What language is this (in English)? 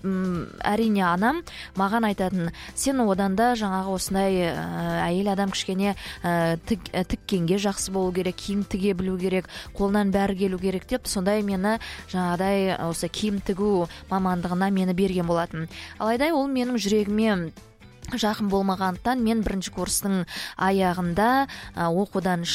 Kazakh